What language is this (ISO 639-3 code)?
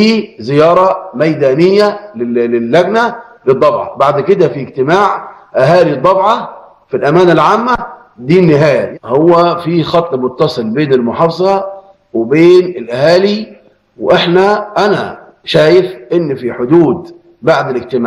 arz